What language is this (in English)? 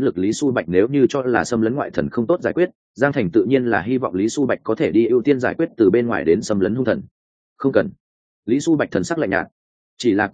Vietnamese